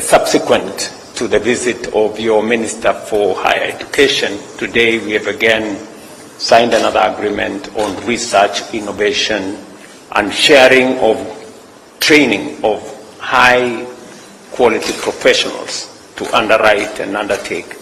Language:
Gusii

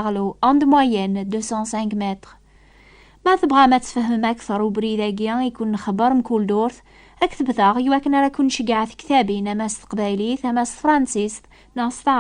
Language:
Kabyle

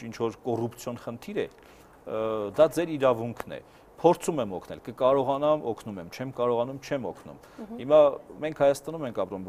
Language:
Armenian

